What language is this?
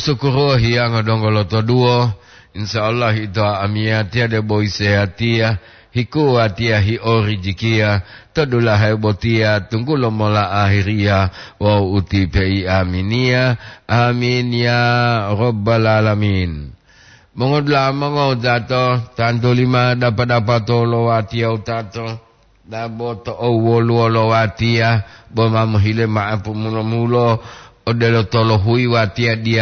Gorontalo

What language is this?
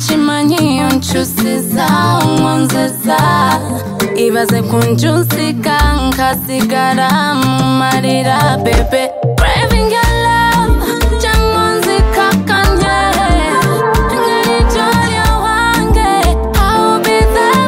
Kinyarwanda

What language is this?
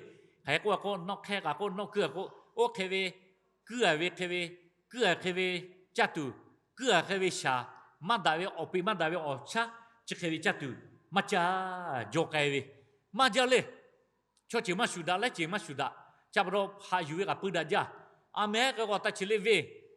Lahu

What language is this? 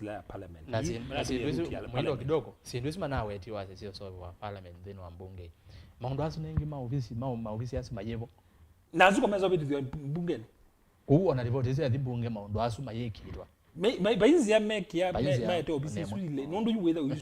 Kamba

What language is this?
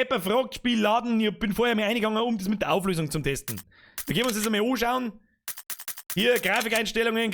Bavarian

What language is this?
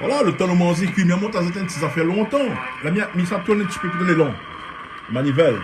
Réunion Creole French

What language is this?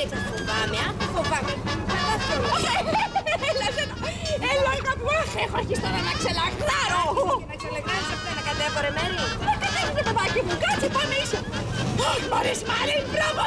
Greek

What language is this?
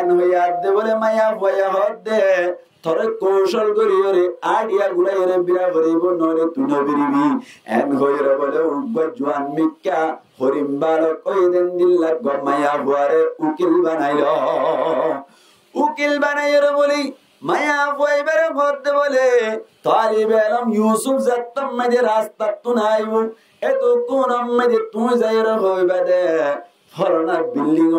Rohingya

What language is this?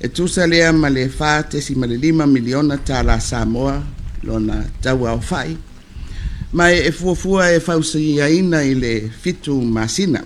Samoan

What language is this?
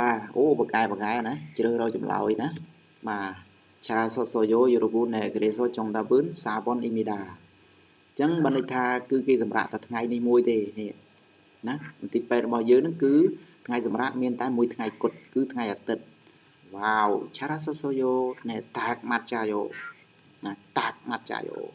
Khmer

